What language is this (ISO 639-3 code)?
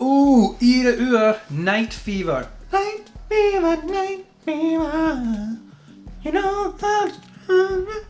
gla